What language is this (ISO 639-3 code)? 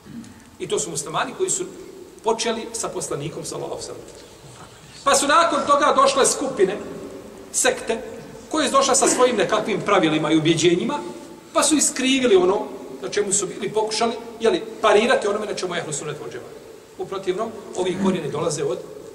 bos